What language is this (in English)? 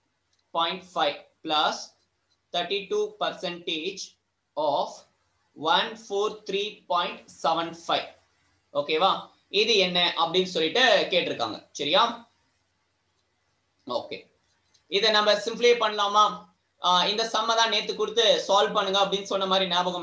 Tamil